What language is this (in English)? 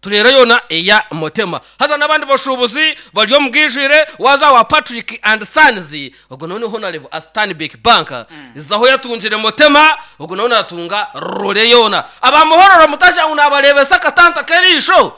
Nyankole